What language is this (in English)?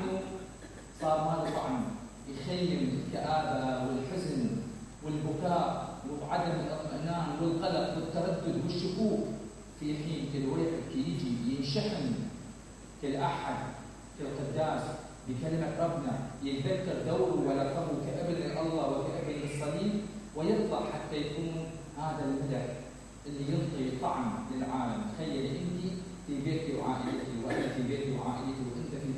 Mesopotamian Arabic